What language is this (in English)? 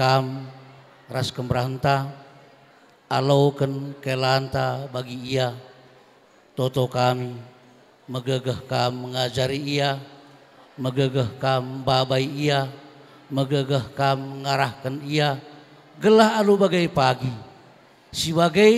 Batak Karo